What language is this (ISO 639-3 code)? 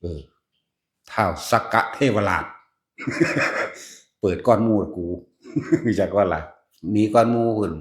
lao